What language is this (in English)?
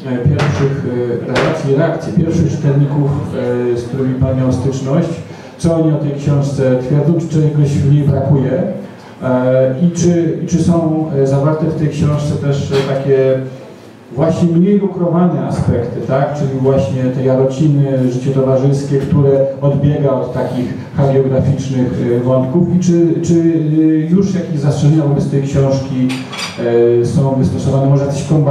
Polish